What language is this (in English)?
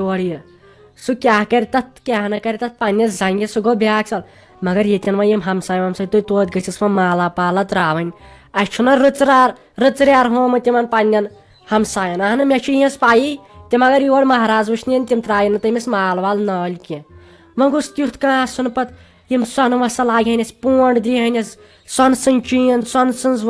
Kashmiri